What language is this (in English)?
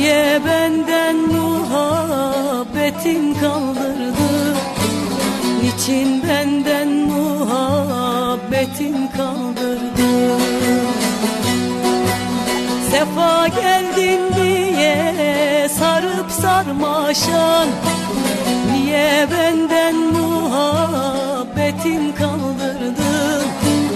Turkish